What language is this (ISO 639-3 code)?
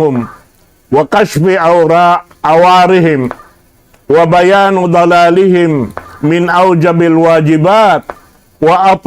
tsg